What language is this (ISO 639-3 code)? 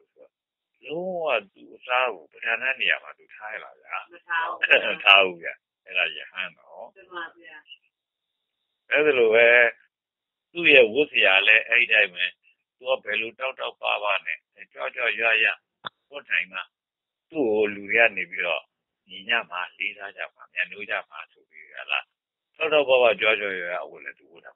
mya